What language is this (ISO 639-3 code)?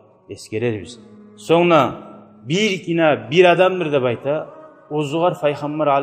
kum